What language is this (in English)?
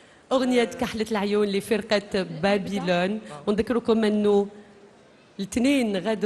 Algerian Arabic